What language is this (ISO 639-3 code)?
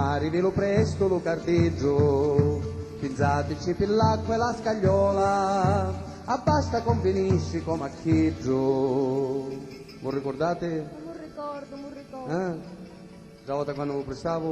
scn